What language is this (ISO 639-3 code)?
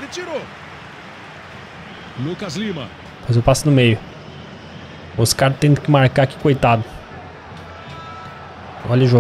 por